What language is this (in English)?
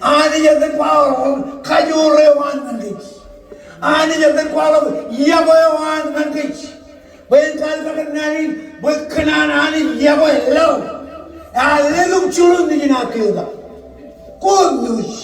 Marshallese